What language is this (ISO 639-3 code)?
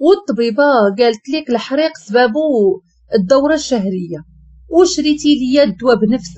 ary